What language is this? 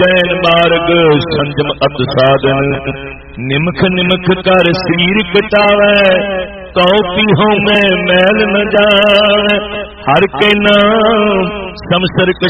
Punjabi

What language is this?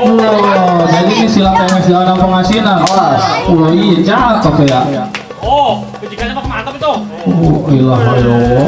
Betawi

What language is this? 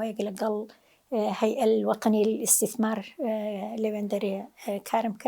Central Kurdish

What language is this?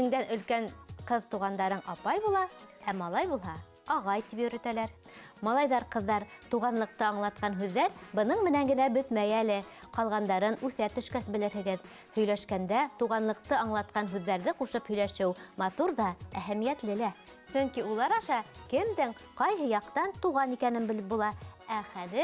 Bashkir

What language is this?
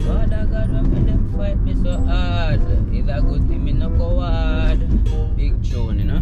Jamaican Creole English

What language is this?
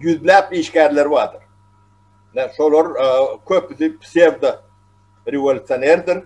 Turkmen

